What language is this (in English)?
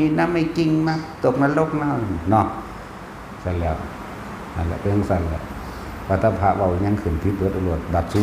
Northeastern Thai